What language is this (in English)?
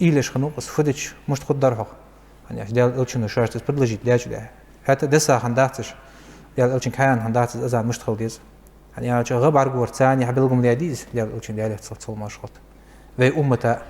Ingush